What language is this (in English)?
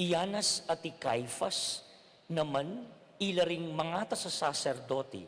Pampanga